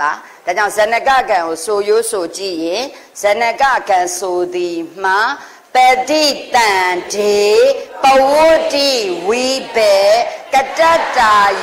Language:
Burmese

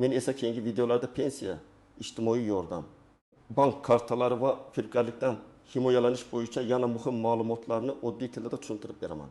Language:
Uzbek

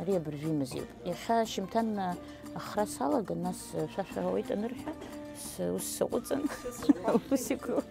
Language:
Abkhazian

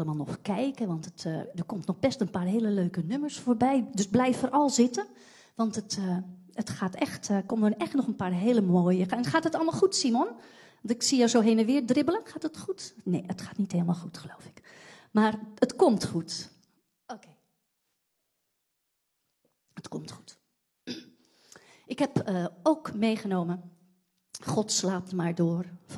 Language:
Dutch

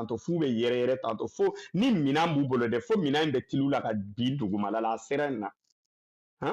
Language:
Bambara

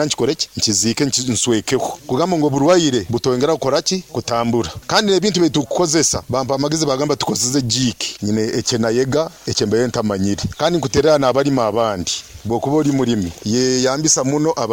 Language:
Nyoro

